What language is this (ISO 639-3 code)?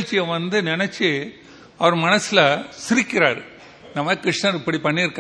tam